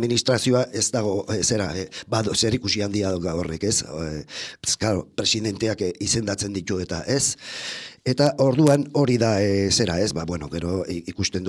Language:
Basque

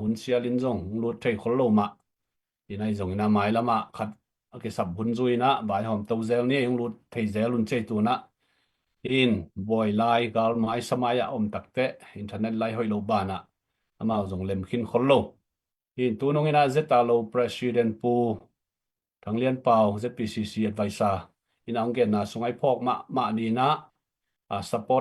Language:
Tedim Chin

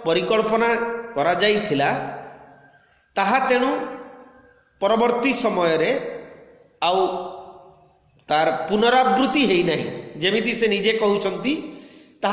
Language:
Odia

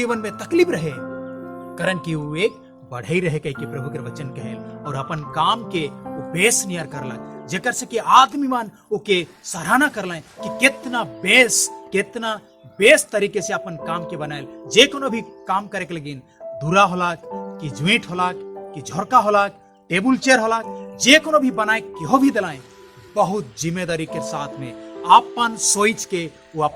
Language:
Sadri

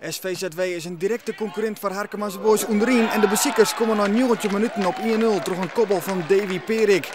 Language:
Western Frisian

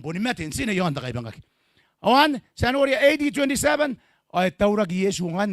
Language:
Gilbertese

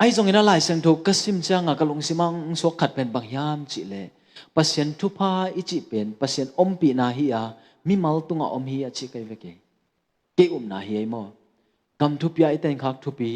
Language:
Tedim Chin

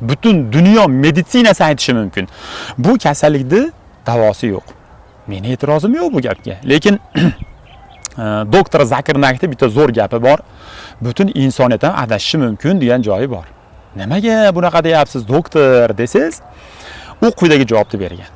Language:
Uzbek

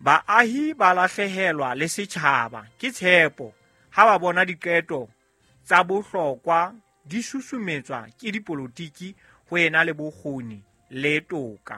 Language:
Southern Sotho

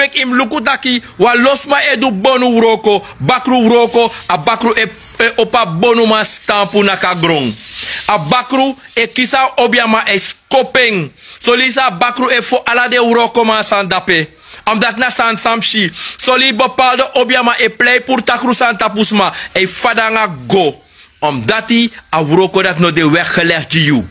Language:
Sranan Tongo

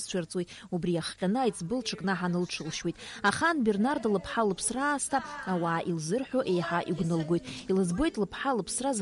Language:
Abkhazian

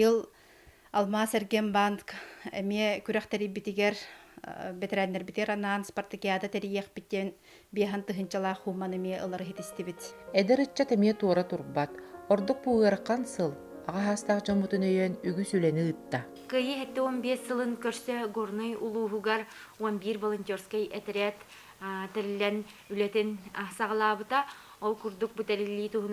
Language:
Yakut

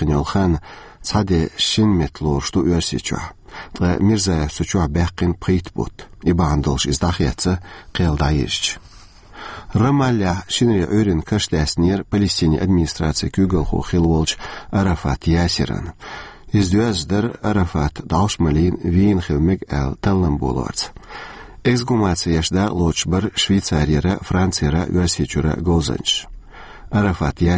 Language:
Chechen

